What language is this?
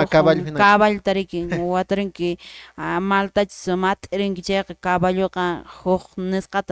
Quechua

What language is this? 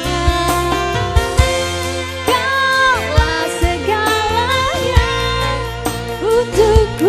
Indonesian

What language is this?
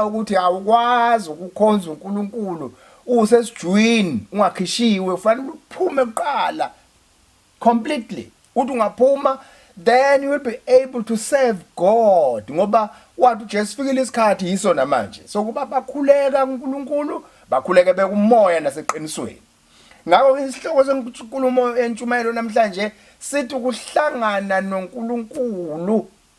Zulu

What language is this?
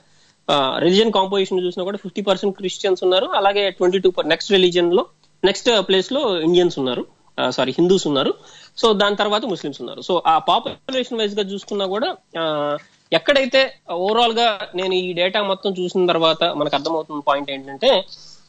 Telugu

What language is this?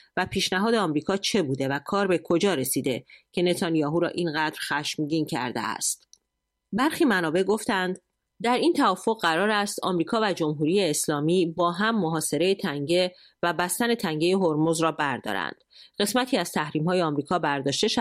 Persian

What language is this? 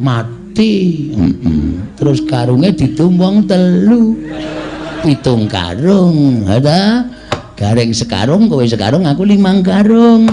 Javanese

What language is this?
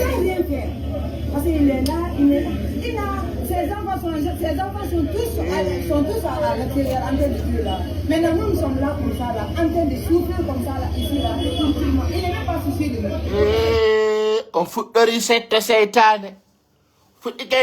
Pular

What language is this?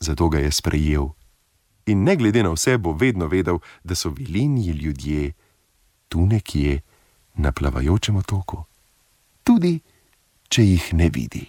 Slovenian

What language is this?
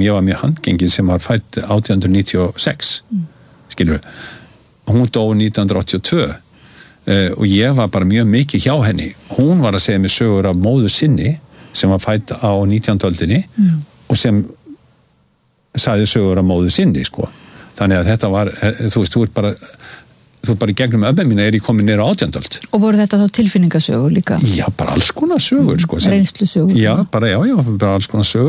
Icelandic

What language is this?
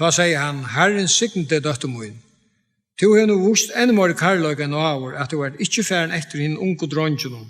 Faroese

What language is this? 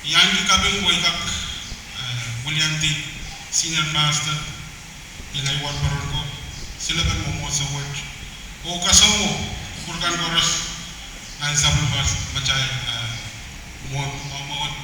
Pohnpeian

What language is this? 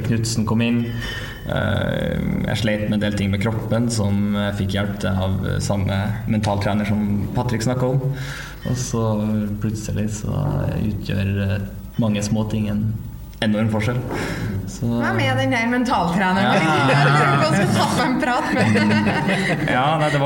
Norwegian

